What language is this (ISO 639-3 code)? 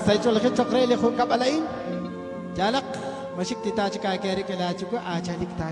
kek